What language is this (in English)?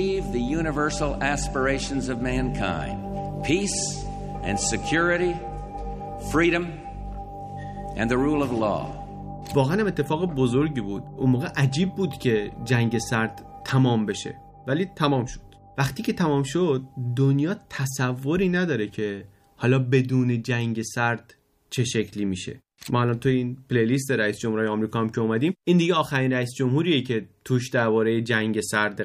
Persian